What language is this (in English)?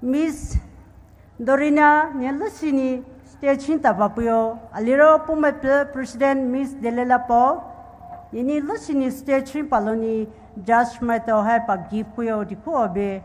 Poumei Naga